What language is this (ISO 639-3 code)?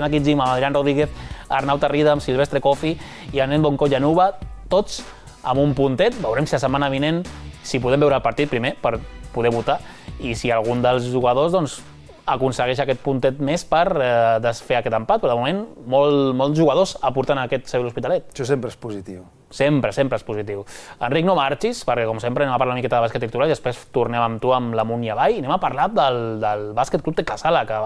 cat